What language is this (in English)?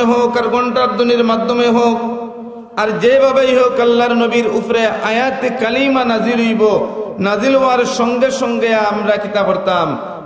Sylheti